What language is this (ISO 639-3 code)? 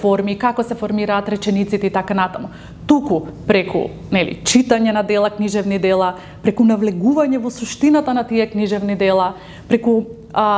mkd